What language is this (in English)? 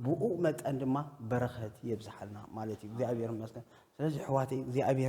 Tigrinya